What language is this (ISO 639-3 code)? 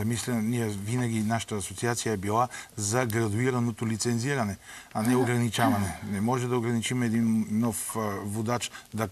bul